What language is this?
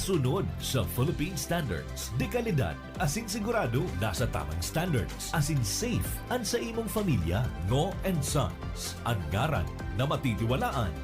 Bikol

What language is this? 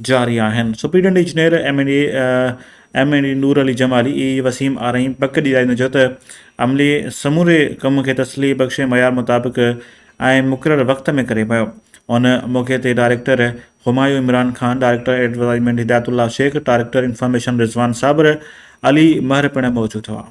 Sindhi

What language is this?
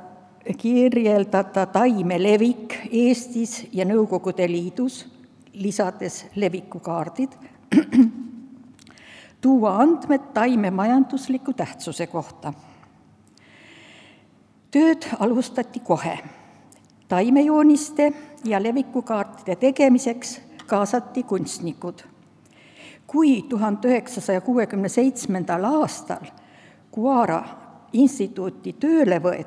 Estonian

